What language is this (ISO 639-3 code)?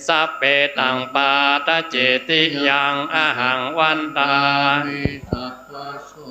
pli